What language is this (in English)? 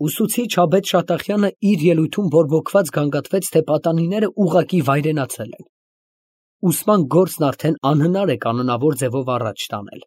Armenian